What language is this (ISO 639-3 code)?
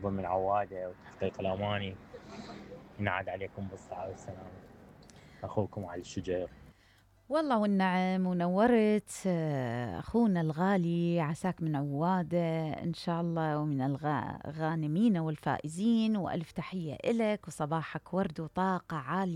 acm